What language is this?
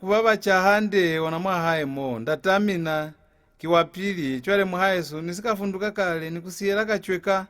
Lozi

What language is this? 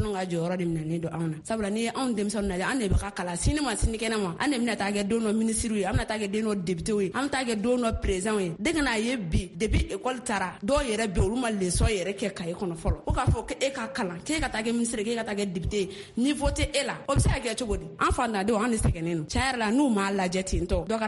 Bambara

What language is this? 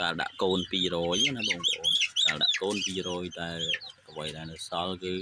Khmer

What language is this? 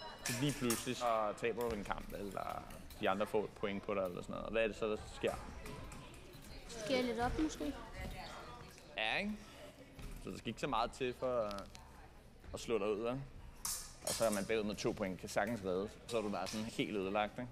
Danish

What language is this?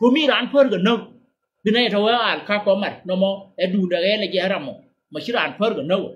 Nuer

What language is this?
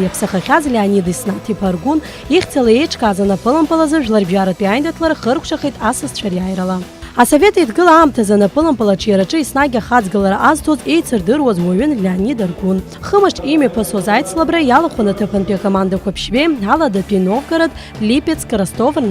Abkhazian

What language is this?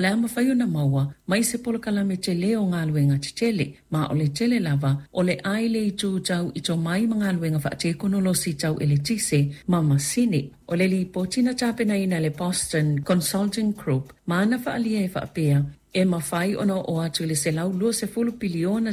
Samoan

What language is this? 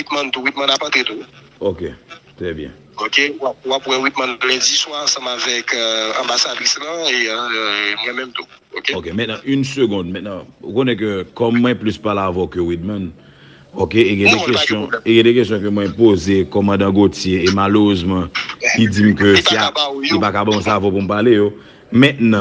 Haitian Creole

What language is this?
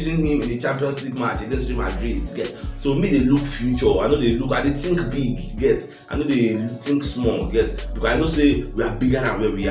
Nigerian Pidgin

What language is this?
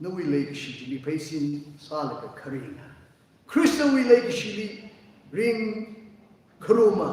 Tangkhul Naga (India)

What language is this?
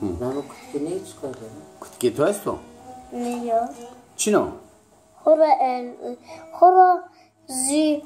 Zaza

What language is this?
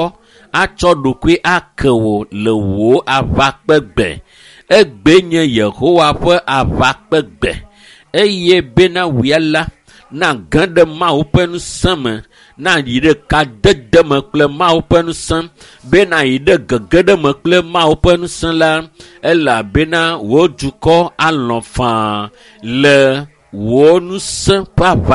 Ewe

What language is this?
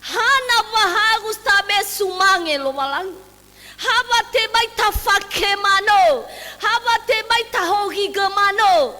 Nias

